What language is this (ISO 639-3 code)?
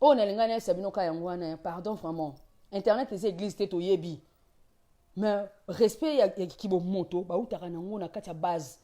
lin